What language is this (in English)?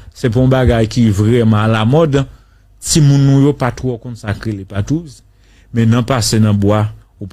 Haitian Creole